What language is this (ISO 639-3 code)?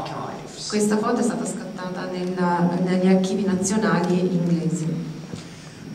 ita